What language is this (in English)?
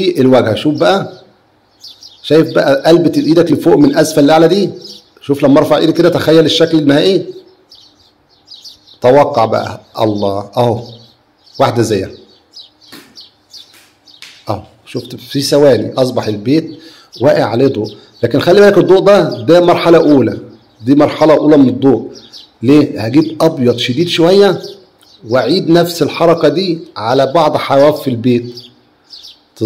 Egyptian Arabic